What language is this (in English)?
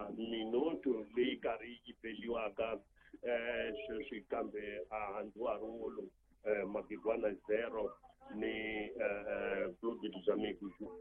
Tsonga